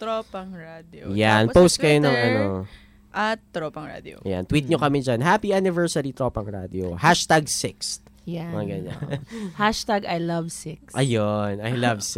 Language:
Filipino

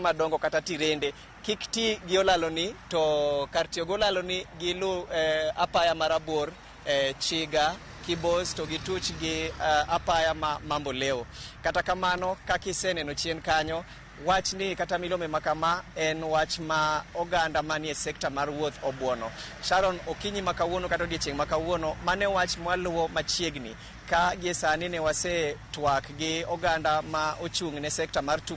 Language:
Luo (Kenya and Tanzania)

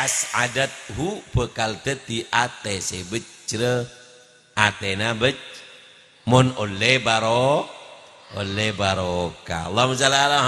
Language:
Madurese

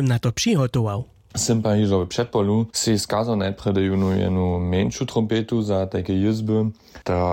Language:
Upper Sorbian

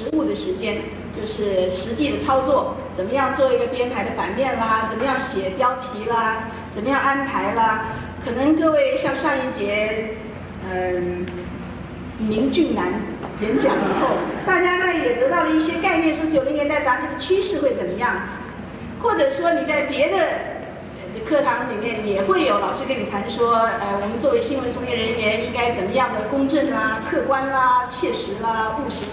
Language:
Chinese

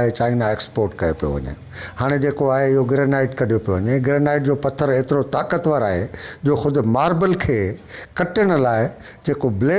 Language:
Sindhi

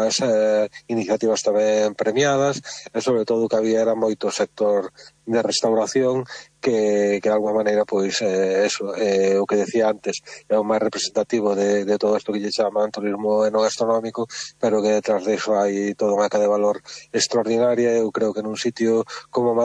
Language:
Galician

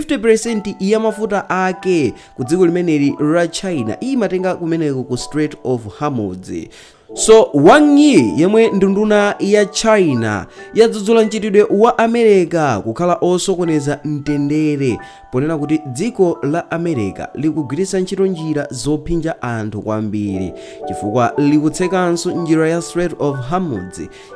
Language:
Nyanja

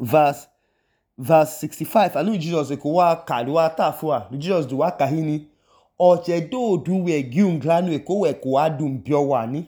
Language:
Idoma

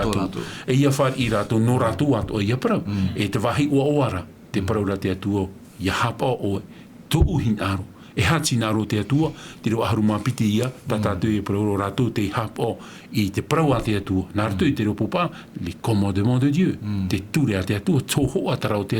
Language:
Tahitian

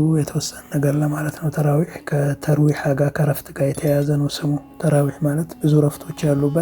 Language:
Amharic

